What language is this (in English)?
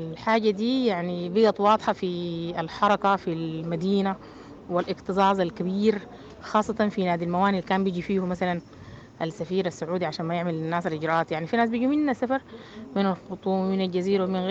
Sudanese Arabic